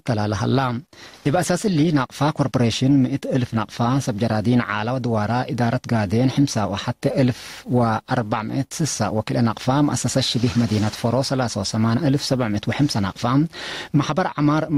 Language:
Tigre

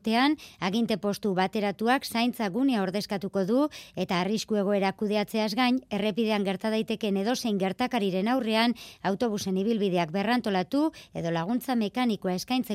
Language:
Basque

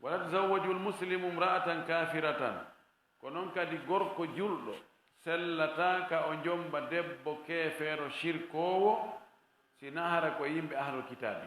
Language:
Fula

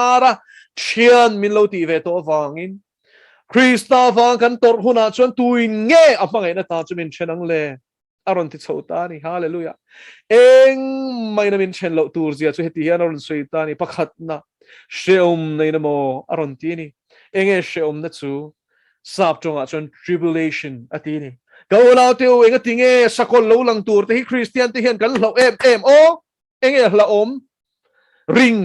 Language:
Mizo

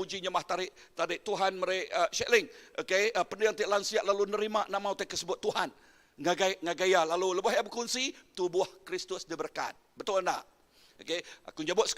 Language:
Iban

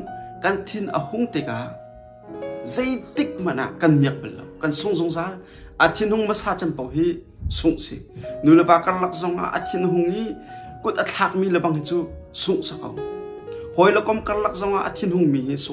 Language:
Hakha Chin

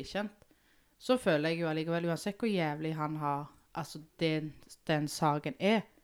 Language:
Norwegian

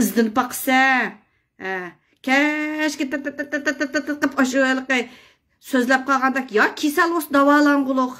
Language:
Uyghur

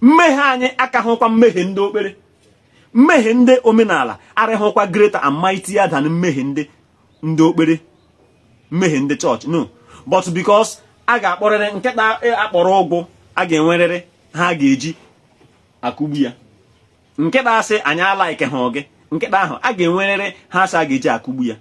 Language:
Igbo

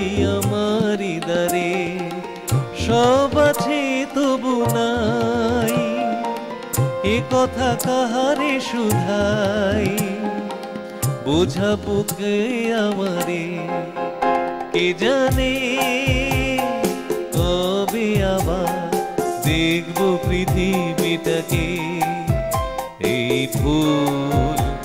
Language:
Bangla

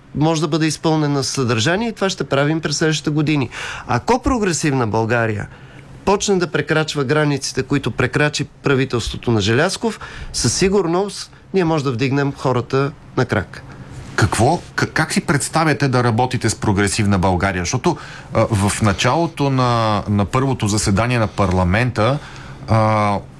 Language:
Bulgarian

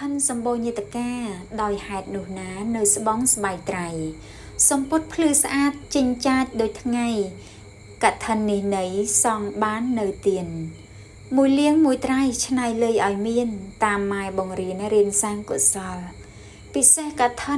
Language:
Khmer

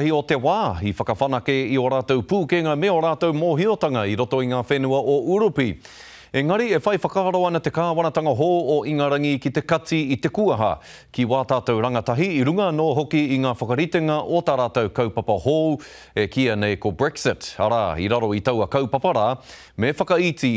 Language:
Māori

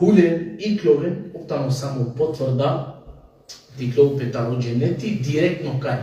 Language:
Balkan Romani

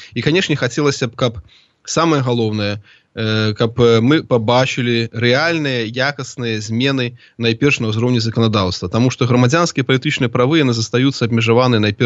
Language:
Belarusian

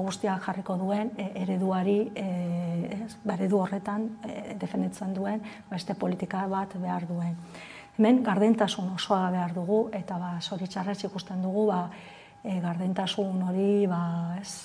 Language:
Basque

